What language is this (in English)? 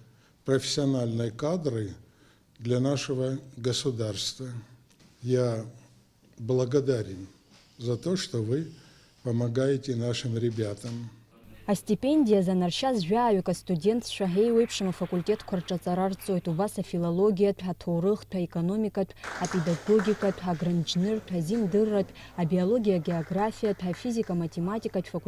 Abkhazian